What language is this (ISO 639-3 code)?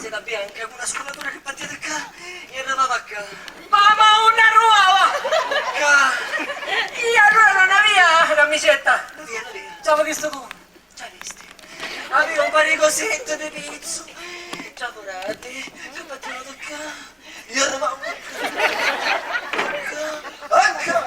scn